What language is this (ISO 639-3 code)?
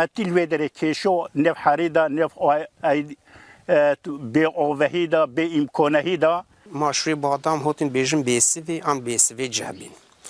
kur